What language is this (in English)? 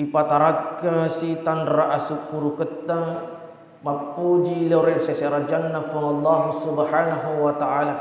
Buginese